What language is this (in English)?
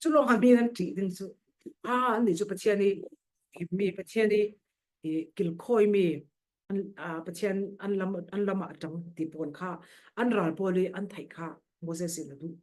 Falam Chin